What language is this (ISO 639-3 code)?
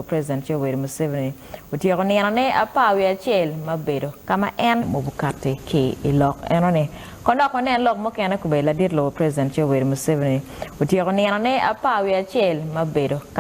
ach